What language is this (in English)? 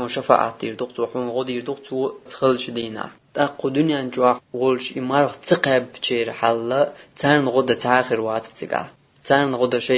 Chechen